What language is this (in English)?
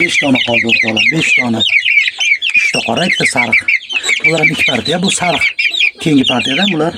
Uzbek